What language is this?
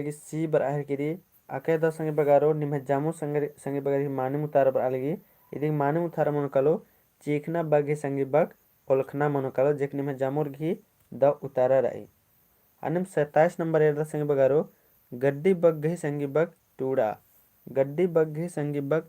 Kurukh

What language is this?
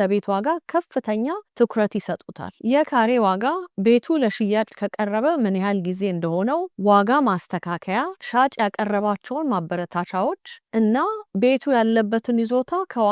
Amharic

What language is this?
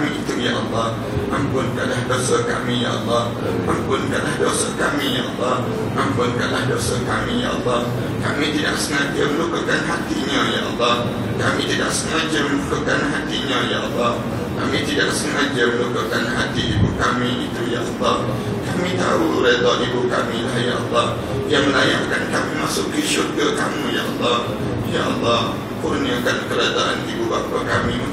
Malay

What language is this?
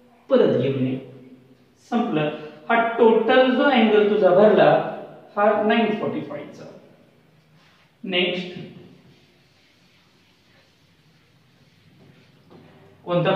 Marathi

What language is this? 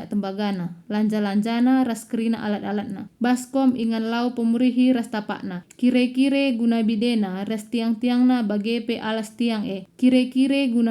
Batak Karo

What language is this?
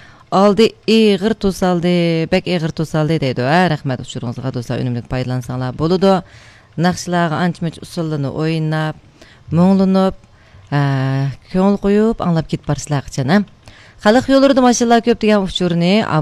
Uyghur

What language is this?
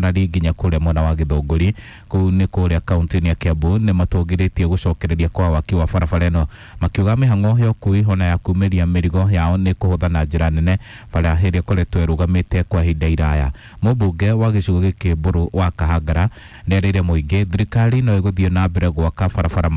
Kikuyu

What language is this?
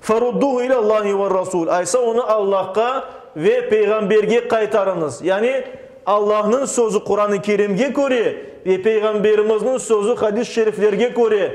Crimean Tatar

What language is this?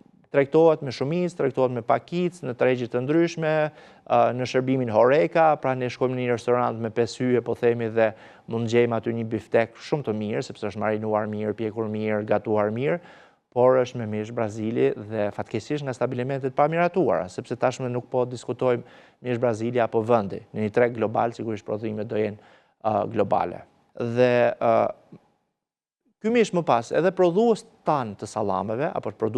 Albanian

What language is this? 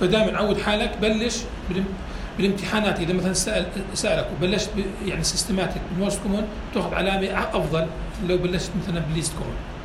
North Levantine Arabic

